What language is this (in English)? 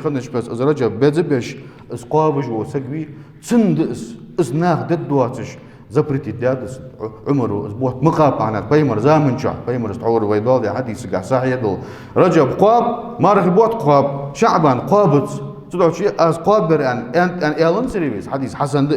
Ingush